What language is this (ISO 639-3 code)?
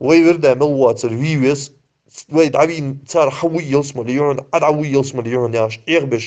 inh